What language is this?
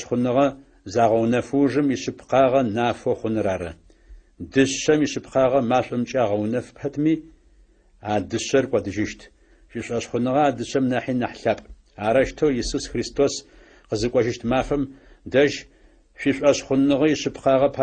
Adyghe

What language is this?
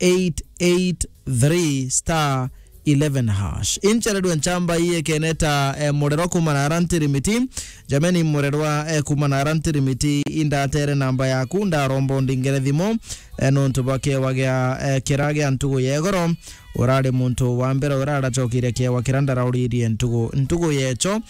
Meru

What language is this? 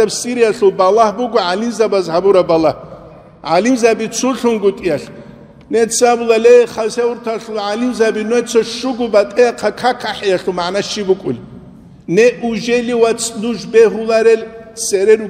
Avaric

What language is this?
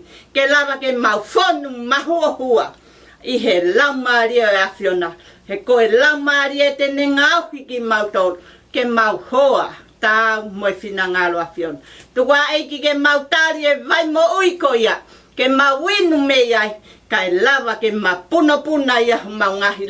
Tongan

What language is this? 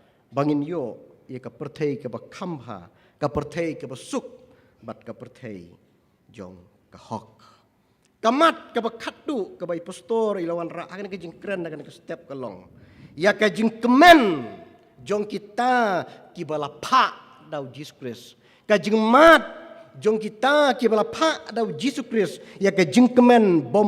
Khasi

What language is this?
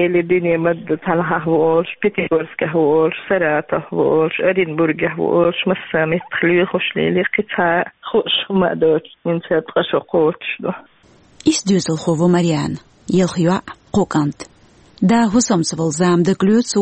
Chechen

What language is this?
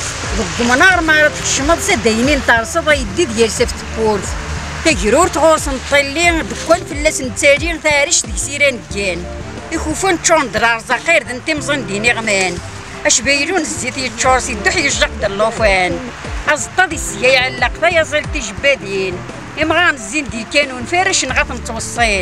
Kabyle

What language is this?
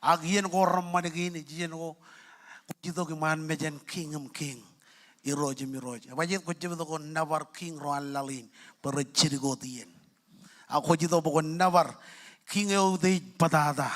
Marshallese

